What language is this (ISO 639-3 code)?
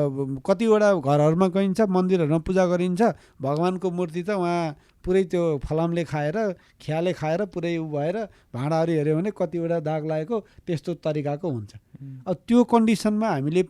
nep